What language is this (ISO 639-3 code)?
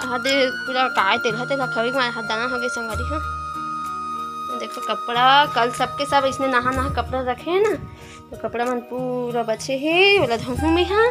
hne